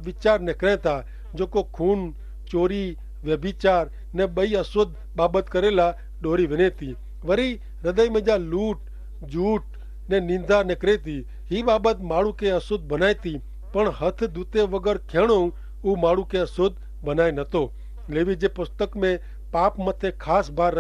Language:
Kachhi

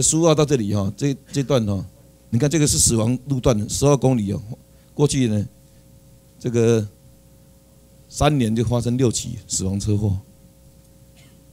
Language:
Chinese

